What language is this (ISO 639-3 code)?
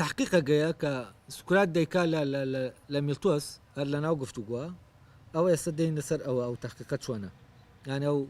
ckb